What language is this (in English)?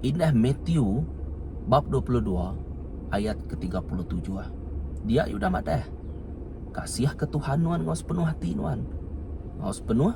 Iban